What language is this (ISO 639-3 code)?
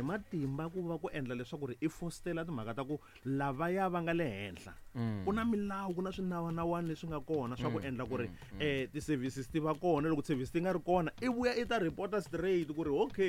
tso